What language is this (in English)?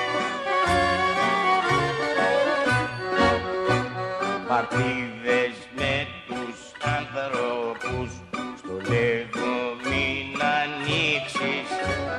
Greek